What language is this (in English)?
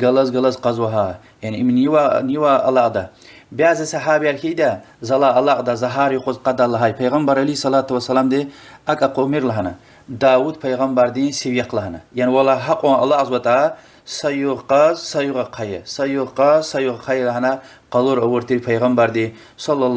Lezghian